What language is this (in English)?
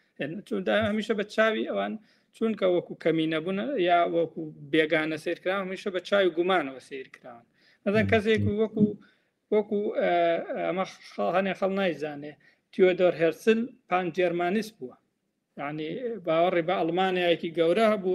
Central Kurdish